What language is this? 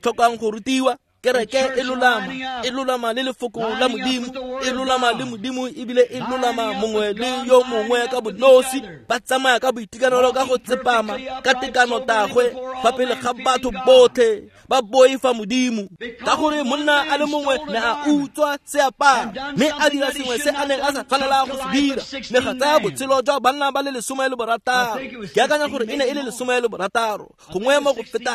Tswana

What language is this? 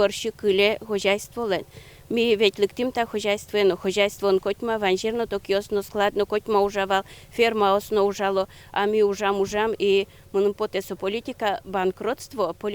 Udmurt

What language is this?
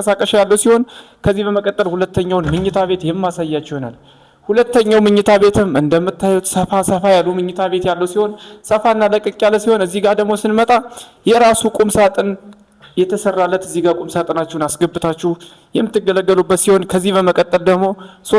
Amharic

